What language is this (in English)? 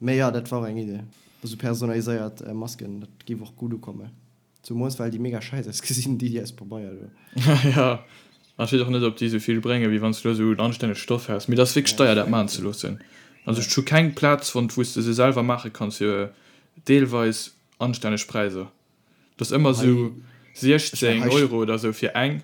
Luxembourgish